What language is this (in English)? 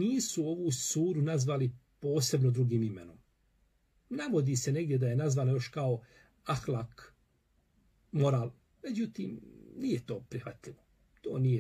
Bosnian